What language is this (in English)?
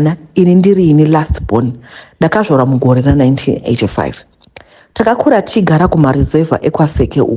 Shona